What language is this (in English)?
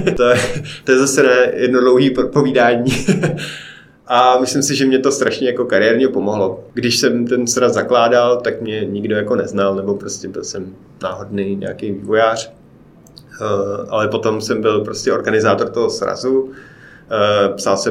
Czech